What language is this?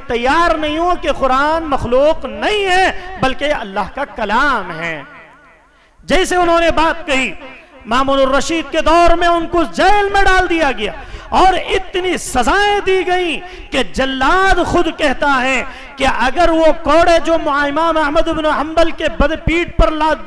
Urdu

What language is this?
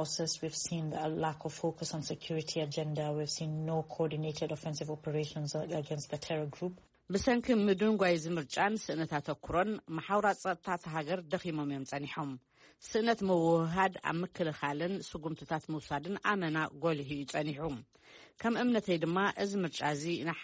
Tigrinya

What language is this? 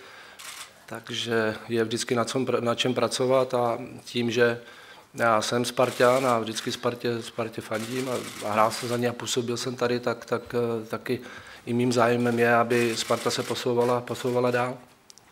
Czech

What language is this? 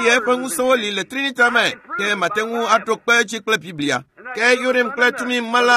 Ewe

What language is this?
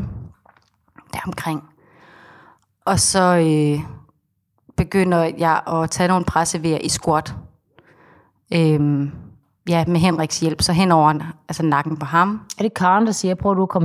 Danish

